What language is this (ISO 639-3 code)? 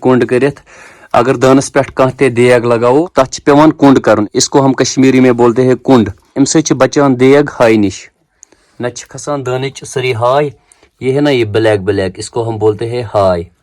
kas